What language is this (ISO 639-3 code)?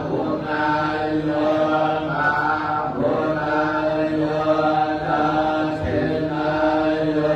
pli